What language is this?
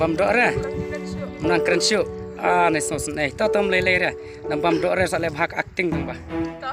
Khasi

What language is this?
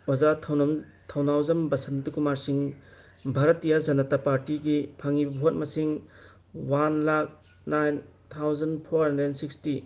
Manipuri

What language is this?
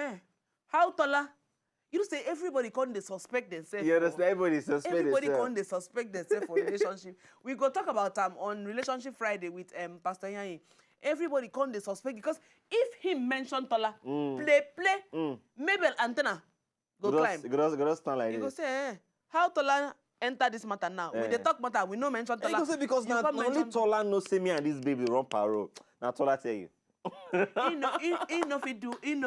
Nigerian Pidgin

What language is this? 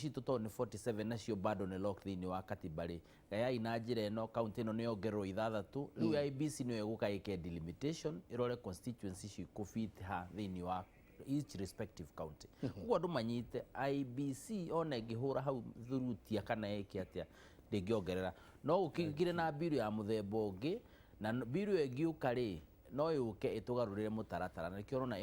Kikuyu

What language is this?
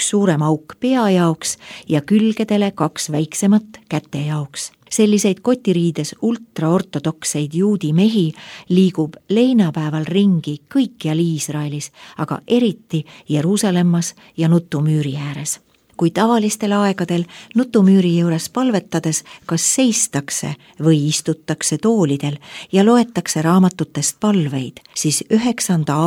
Estonian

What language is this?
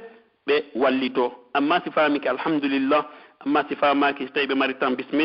Pular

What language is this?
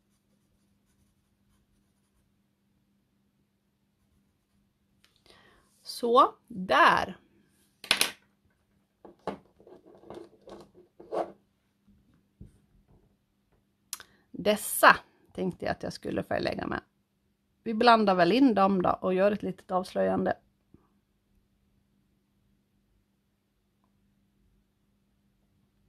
Swedish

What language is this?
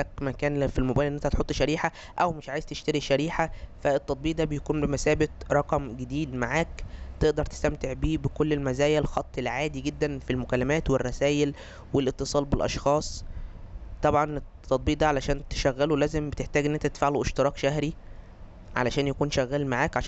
Egyptian Arabic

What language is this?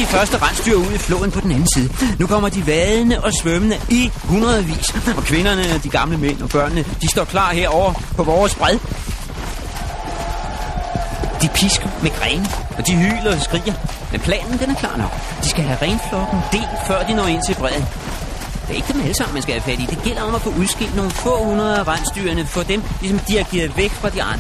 Danish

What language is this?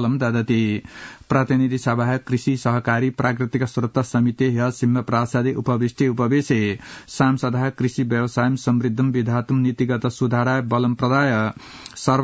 Sanskrit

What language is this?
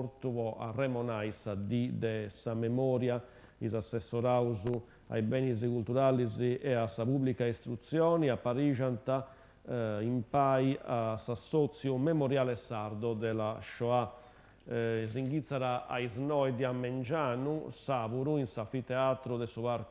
Sardinian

